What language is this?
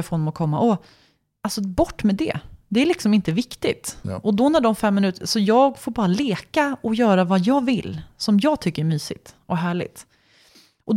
Swedish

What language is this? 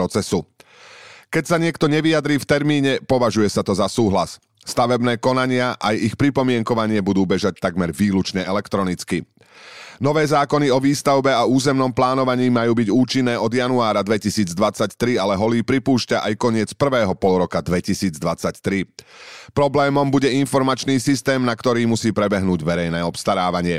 Slovak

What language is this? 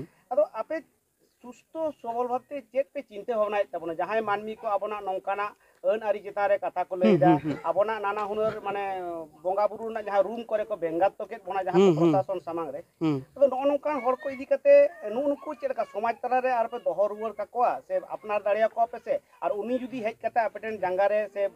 Santali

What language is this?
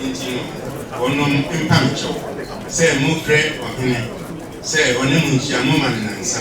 Akan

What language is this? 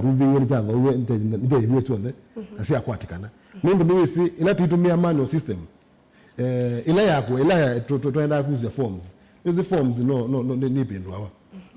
Kamba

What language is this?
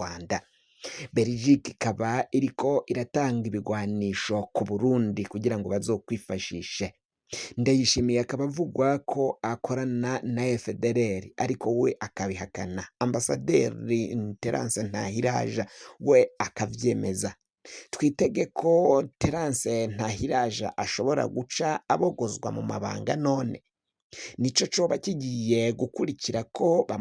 Rundi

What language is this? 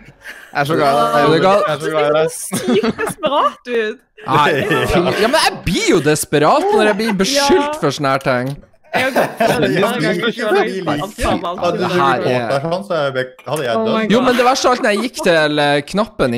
Norwegian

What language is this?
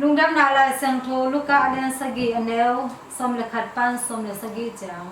Tedim Chin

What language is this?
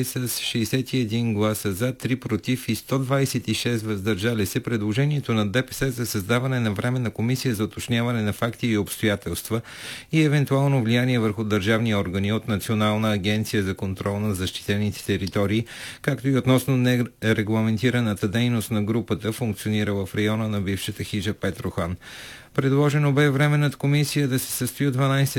Bulgarian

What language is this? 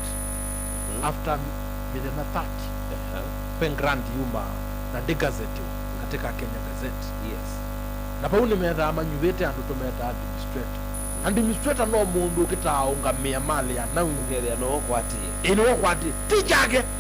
Kamba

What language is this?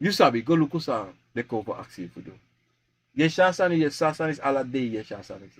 Sranan Tongo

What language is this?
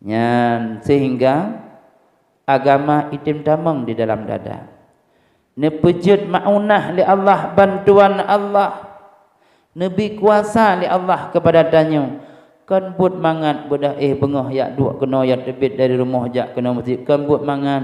Achinese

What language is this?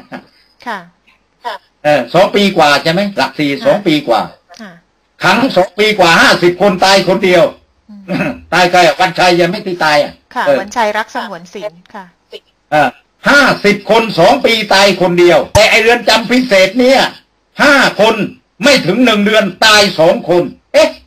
Thai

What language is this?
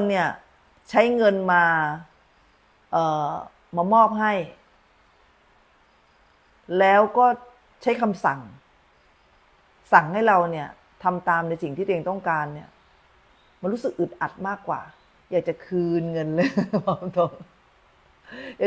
Thai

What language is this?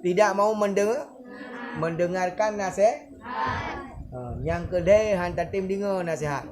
Achinese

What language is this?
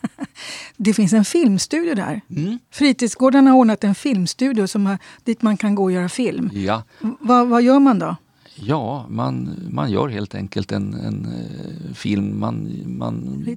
Swedish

